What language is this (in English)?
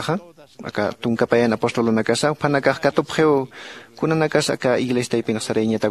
Aymara